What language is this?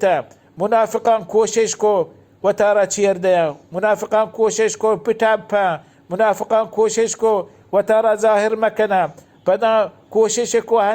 Baluchi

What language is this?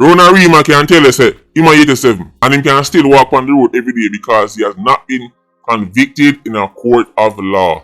Jamaican Creole English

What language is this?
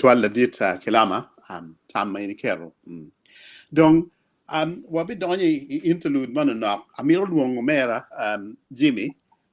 Acoli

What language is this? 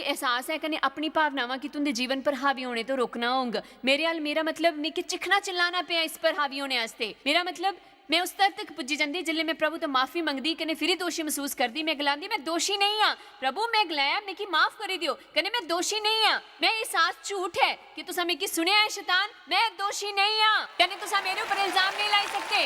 Dogri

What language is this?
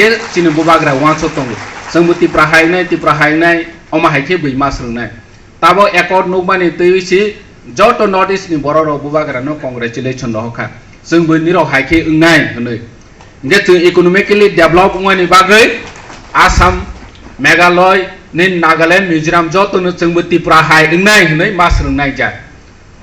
Kok Borok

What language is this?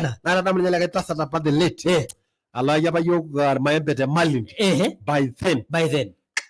Masai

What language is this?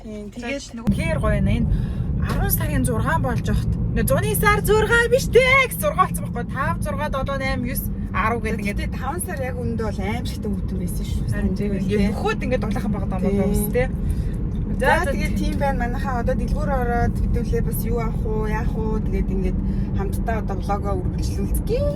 Mongolian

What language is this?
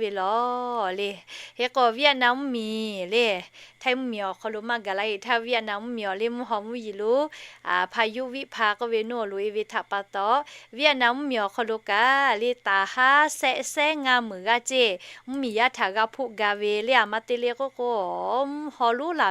Lahu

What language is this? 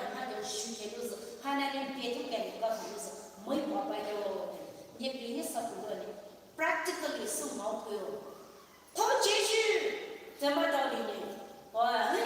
Poumei Naga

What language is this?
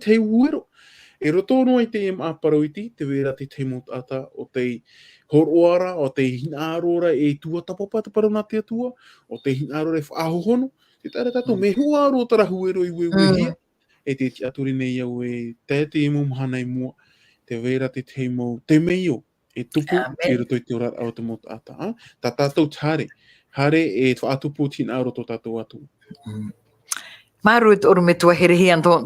Tahitian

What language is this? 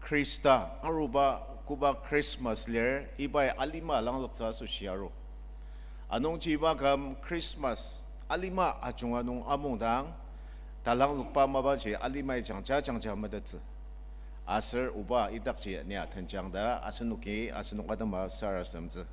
Ao Naga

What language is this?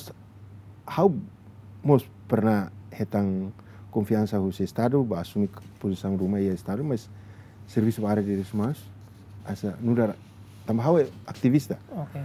Tetum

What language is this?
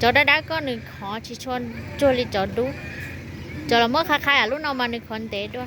Hmong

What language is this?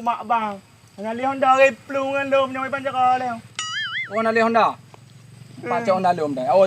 Achinese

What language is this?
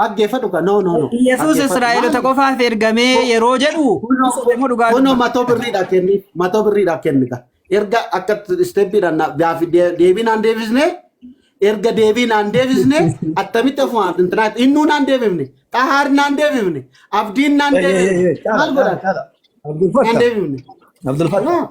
Oromo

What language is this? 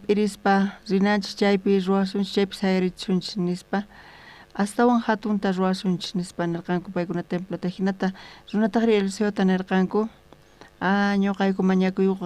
South Bolivian Quechua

